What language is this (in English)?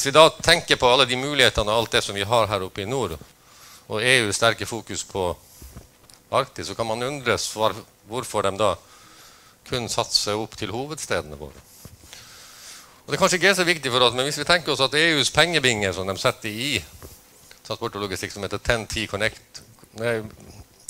Norwegian